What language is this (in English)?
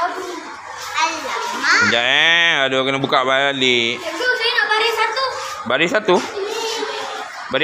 Malay